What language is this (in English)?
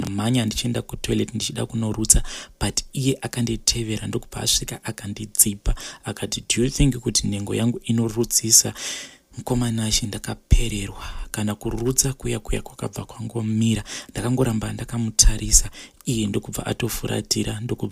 Shona